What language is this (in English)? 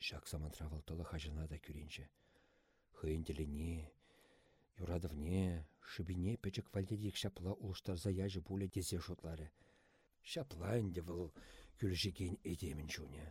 Chuvash